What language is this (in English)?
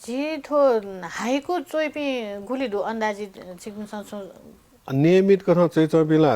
Newari